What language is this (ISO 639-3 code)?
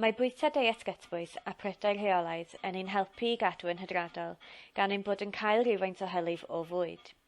cym